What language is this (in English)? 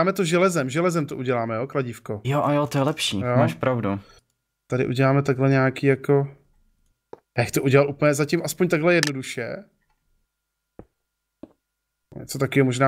Czech